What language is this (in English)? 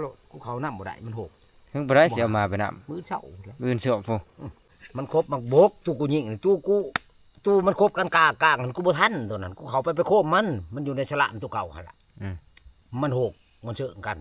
Lao